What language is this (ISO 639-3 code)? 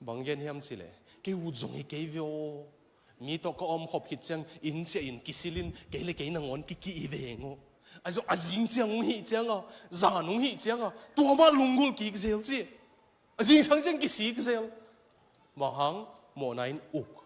ctd